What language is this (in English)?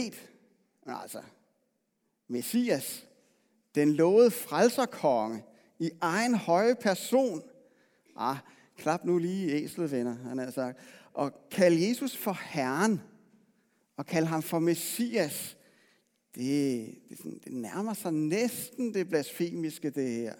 Danish